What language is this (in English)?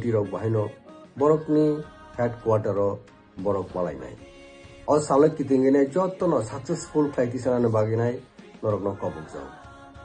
Kok Borok